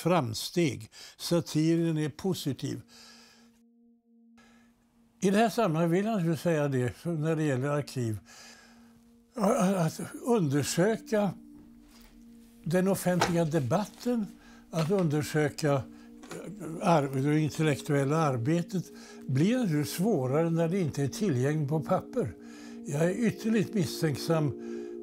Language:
Swedish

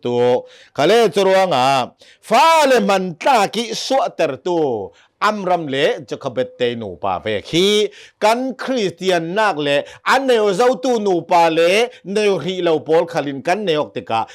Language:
Hakha Chin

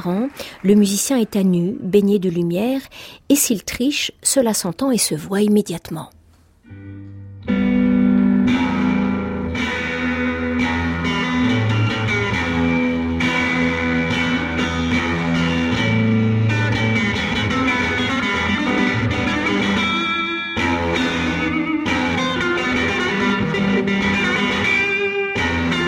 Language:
French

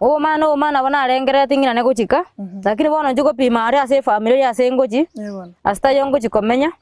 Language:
Gusii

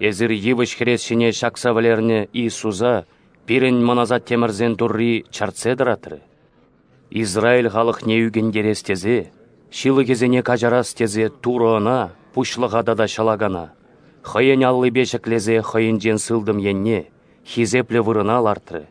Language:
Chuvash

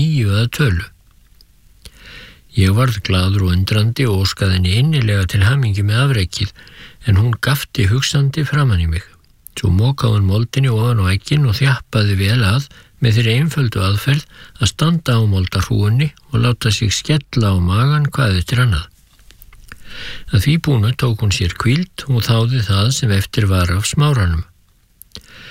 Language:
Icelandic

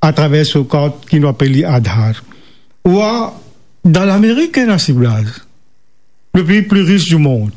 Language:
Morisyen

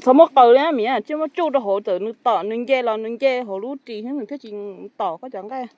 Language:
Hmong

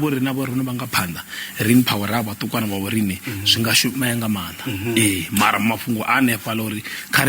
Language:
Venda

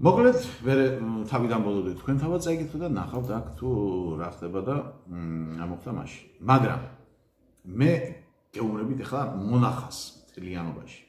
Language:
Georgian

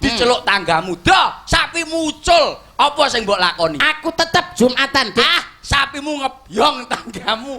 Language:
Javanese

